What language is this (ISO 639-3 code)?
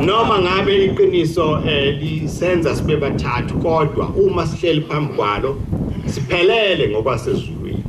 zul